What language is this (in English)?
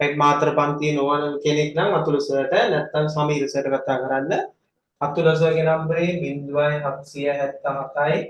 Sinhala